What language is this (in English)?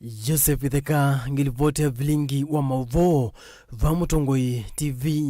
Kamba